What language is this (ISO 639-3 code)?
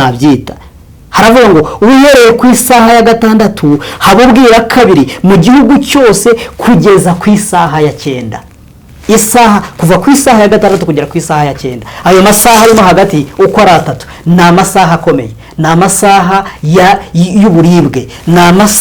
kin